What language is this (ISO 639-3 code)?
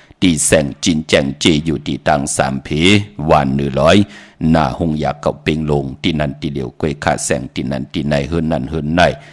shn